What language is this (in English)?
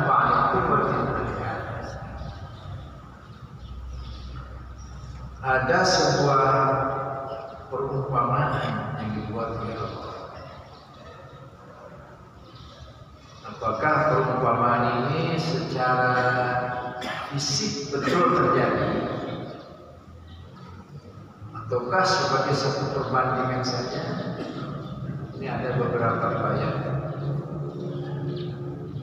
Indonesian